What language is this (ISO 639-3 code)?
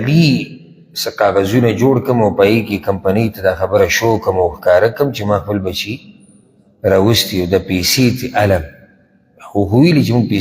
pus